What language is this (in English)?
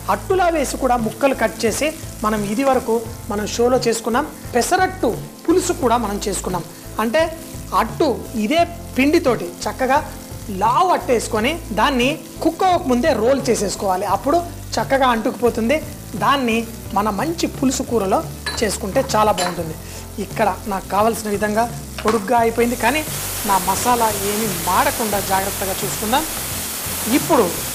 Telugu